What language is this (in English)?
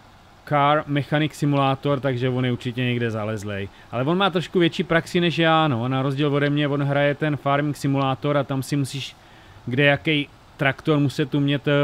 Czech